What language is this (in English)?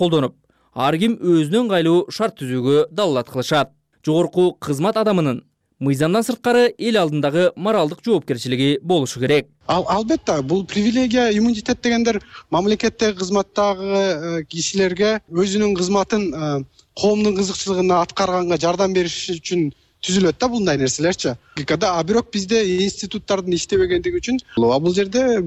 Kyrgyz